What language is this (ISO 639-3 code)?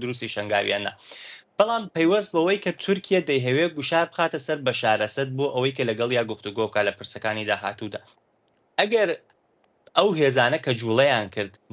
ckb